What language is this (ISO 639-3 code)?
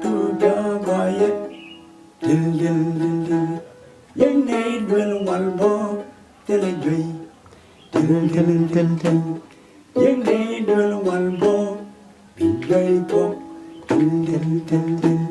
nus